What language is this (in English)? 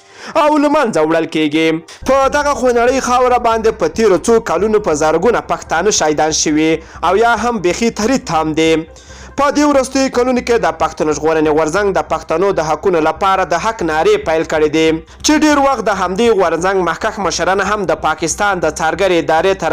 Pashto